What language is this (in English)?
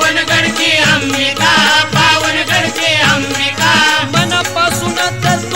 Marathi